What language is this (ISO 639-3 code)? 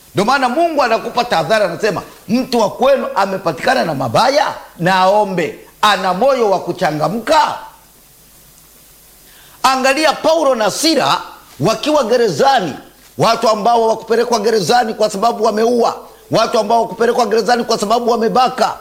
swa